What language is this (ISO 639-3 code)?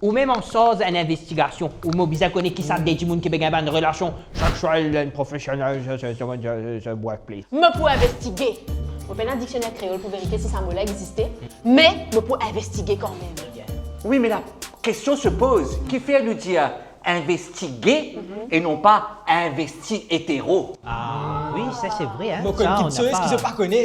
mfe